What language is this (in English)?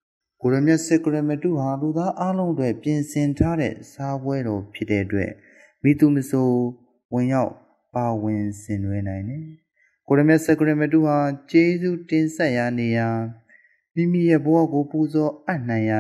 Burmese